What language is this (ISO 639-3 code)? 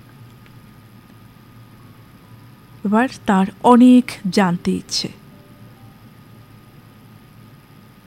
ben